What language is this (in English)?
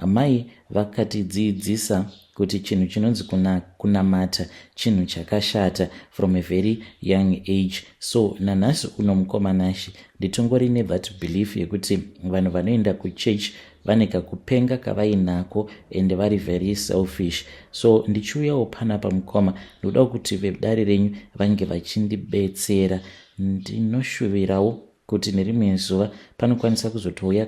Shona